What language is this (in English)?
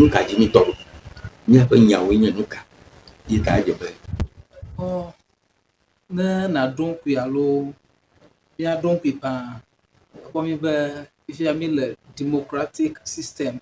Ewe